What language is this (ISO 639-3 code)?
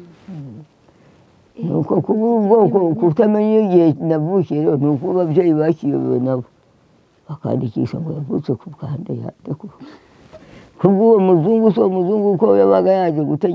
kin